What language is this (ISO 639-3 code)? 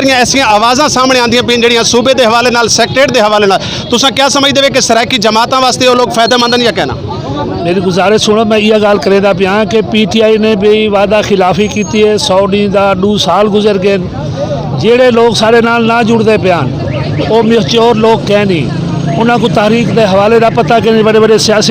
skr